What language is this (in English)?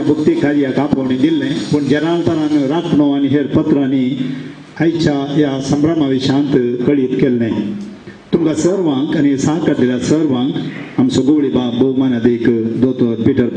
Konkani